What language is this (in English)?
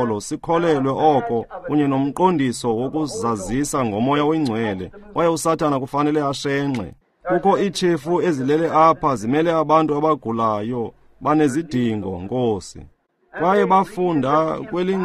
Xhosa